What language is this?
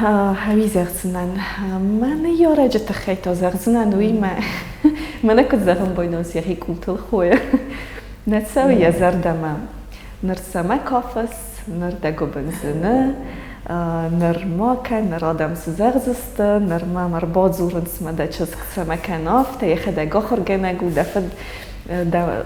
Ossetic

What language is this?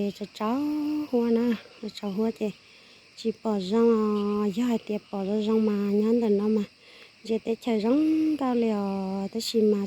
Hmong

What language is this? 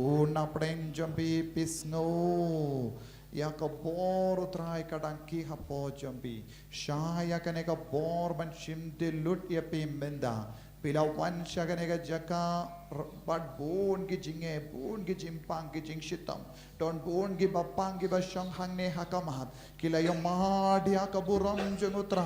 Khasi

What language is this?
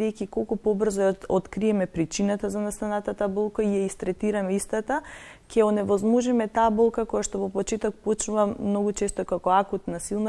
Macedonian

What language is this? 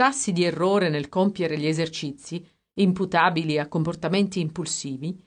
Italian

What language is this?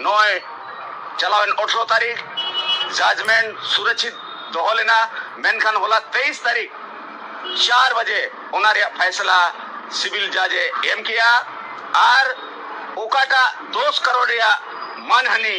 Santali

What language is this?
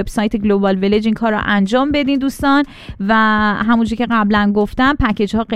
Persian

